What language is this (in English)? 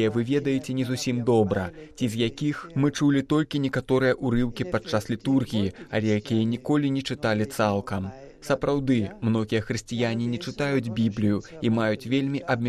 Belarusian